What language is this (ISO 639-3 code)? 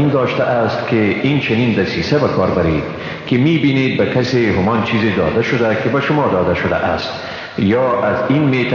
fas